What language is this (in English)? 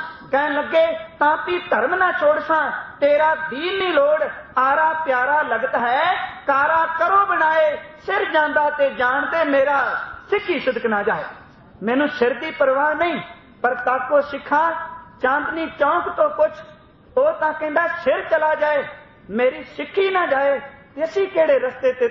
Punjabi